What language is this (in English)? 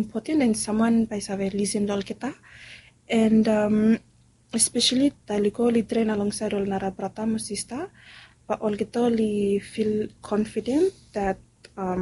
Bislama